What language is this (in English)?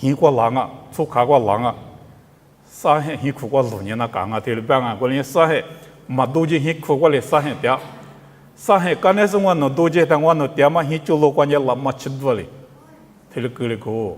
Lisu